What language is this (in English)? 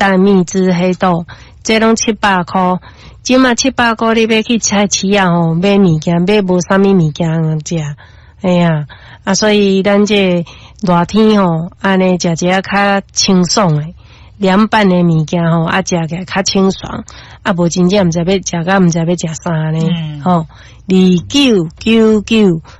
Min Nan Chinese